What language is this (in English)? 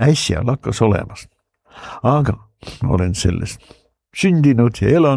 Estonian